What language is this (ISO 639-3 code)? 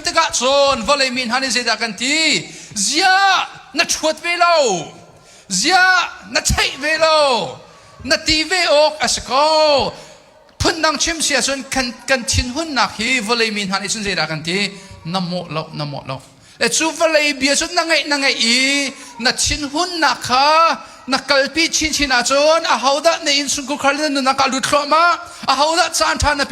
cnh